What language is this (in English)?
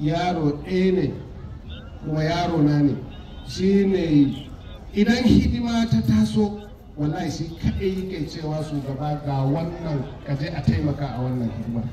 Hausa